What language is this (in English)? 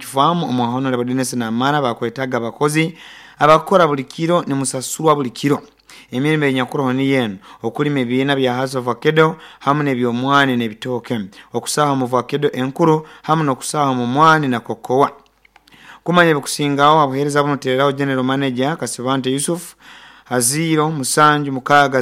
Nyoro